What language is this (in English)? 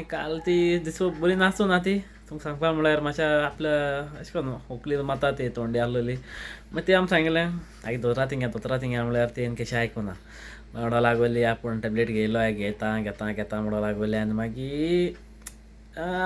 Konkani